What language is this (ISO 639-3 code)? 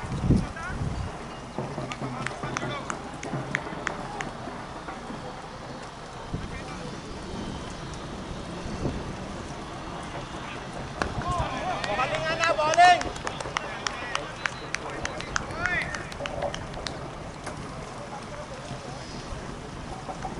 tel